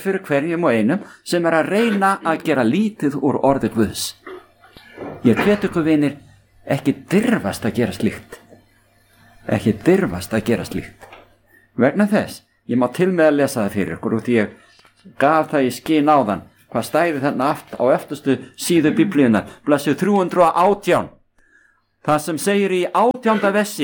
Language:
Icelandic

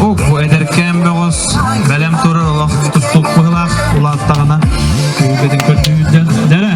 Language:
Yakut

